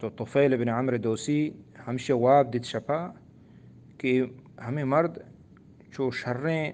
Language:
Eastern Balochi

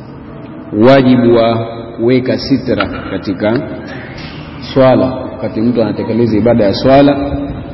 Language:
Swahili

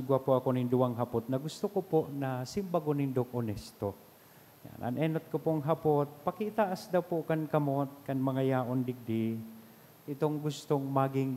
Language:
Bikol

